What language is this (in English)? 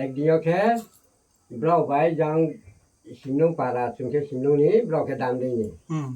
Riang (India)